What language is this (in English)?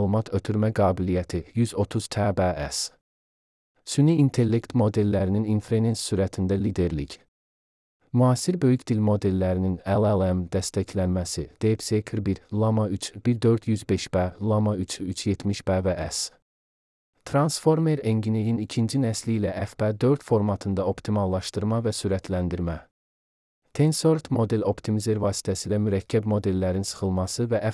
Azerbaijani